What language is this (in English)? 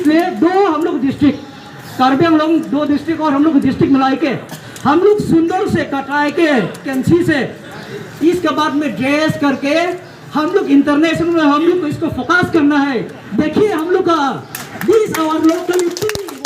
Karbi